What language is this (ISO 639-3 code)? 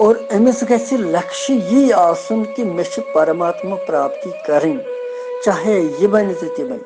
kas